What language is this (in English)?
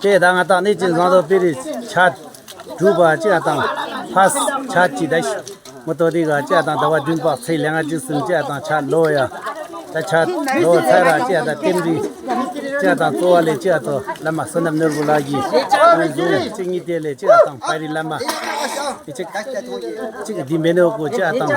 Tibetan